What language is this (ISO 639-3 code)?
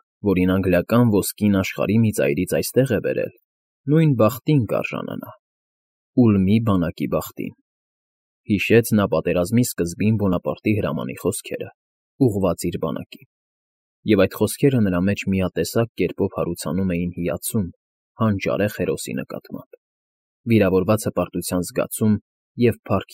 hye